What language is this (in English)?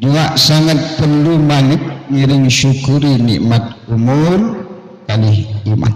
Sasak